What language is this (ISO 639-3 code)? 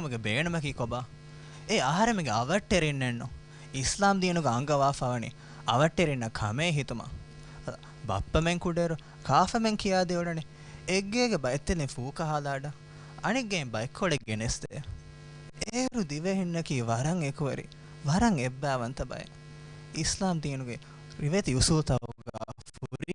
div